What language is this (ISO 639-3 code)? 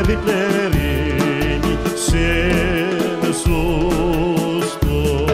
crh